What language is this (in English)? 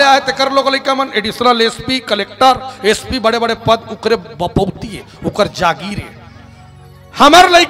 Chhattisgarhi